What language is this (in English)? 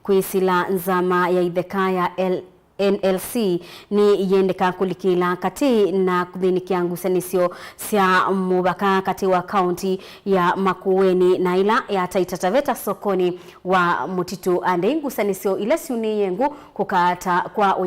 Kamba